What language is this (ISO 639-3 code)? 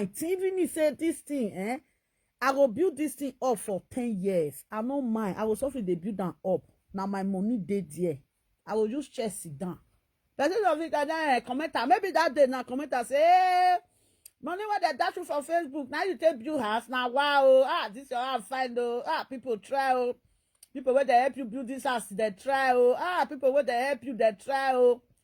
pcm